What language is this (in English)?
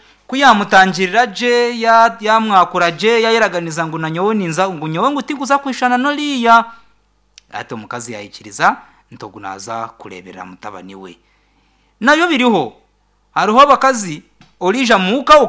Nyankole